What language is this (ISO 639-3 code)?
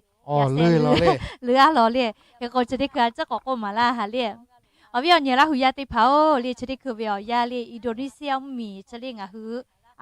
lhu